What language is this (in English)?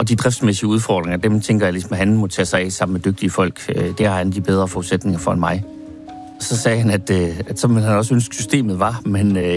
Danish